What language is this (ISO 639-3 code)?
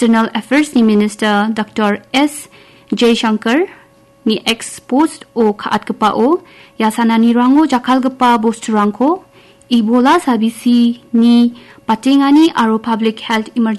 grt